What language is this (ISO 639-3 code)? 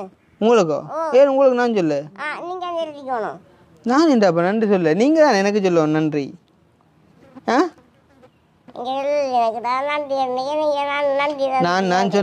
tam